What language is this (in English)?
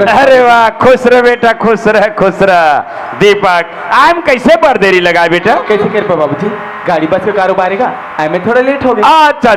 Chhattisgarhi